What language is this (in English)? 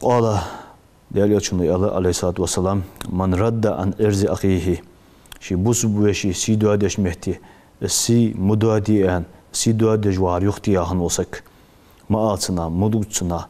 Ingush